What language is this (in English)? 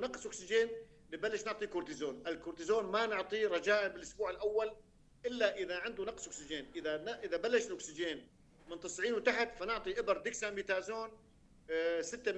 North Levantine Arabic